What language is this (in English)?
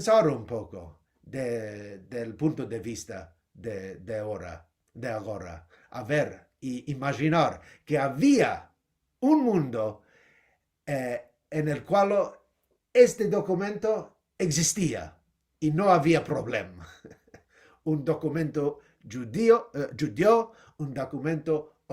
Ladino